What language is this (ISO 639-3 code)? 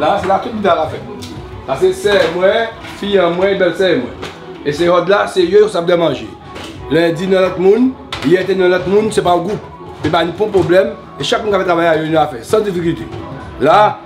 gcf